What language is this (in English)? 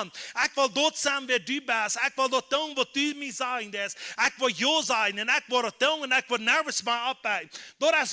Plautdietsch